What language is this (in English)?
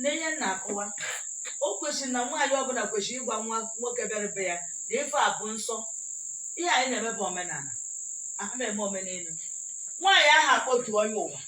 Igbo